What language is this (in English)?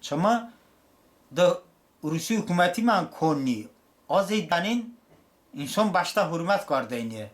Talysh